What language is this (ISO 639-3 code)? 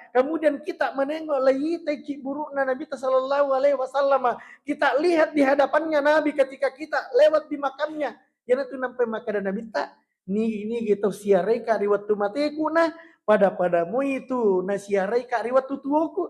bug